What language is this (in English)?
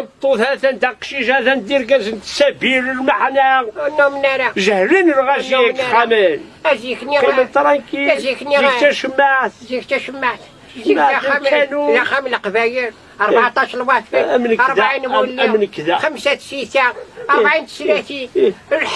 Kabyle